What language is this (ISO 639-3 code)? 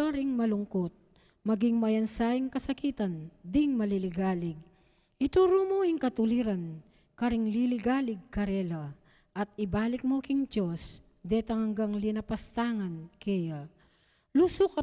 pam